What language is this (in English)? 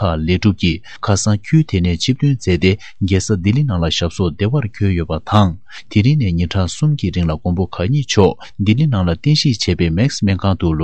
Tibetan